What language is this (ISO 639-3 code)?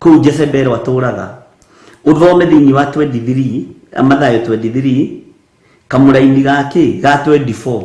kik